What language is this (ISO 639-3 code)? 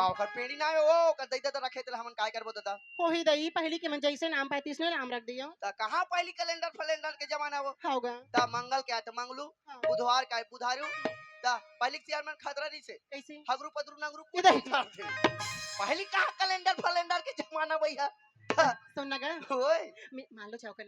hne